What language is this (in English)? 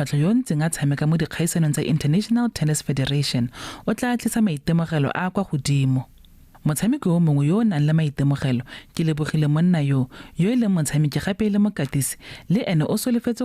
Tswana